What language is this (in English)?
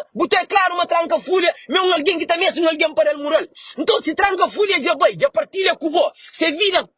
Kabuverdianu